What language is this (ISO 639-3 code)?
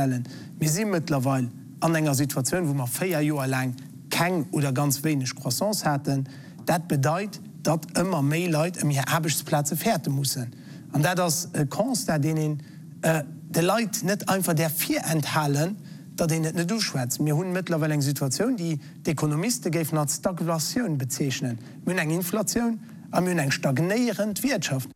ltz